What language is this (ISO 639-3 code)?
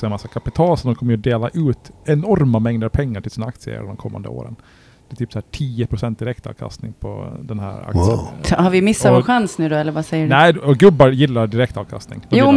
swe